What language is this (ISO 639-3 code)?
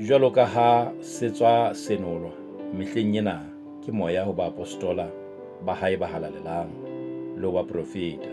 sot